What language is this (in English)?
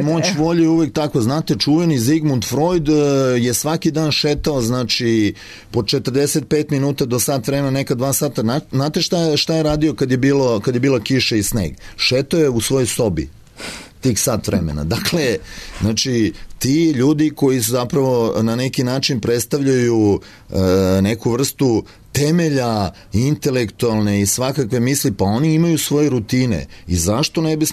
Serbian